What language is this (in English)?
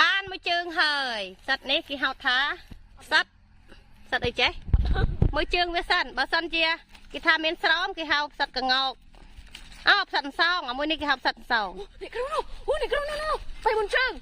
Khmer